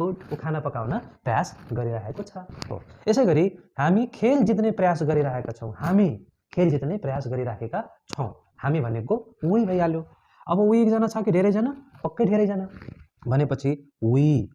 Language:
Nepali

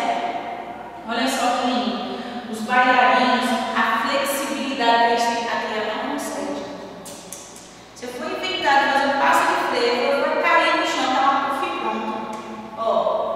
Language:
Portuguese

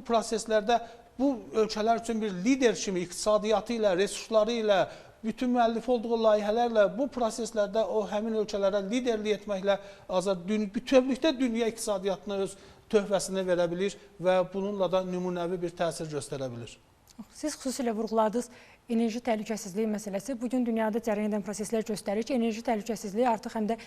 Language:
Azerbaijani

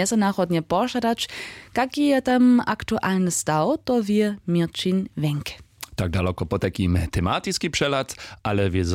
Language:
Upper Sorbian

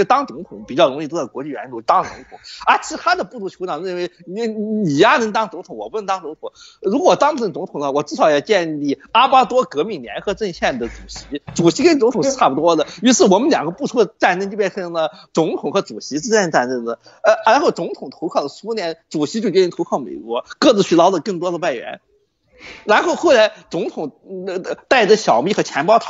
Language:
Chinese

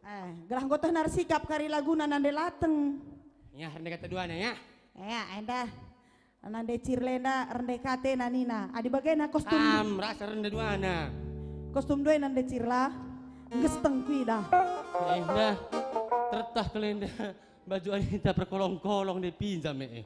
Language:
Batak Karo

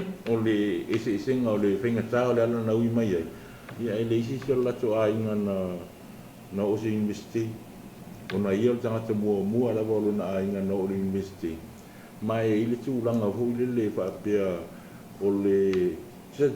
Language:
Samoan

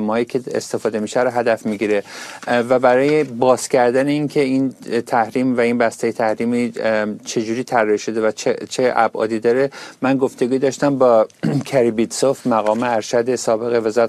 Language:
Persian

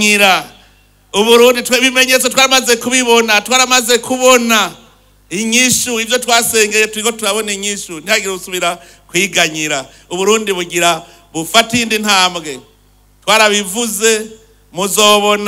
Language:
Rundi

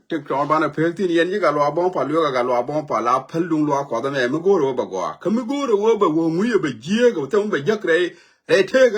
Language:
Nuer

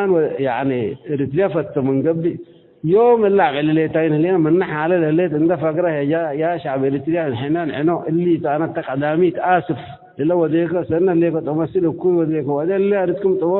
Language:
Tigre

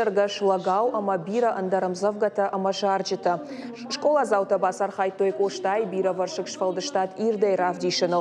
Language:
Ossetic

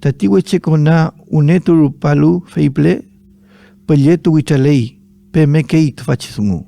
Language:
Mapuche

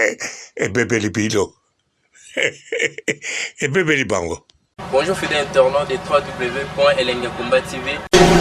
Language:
Lingala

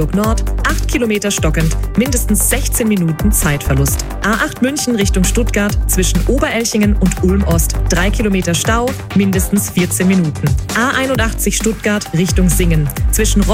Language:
German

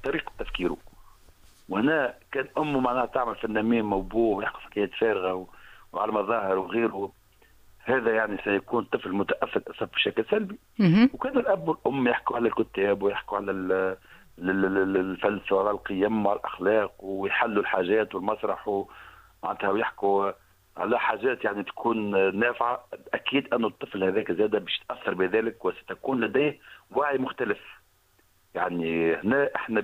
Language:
Tunisian Arabic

